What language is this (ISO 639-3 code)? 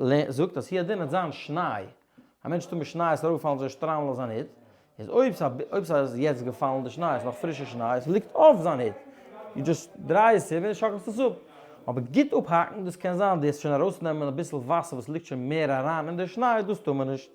yid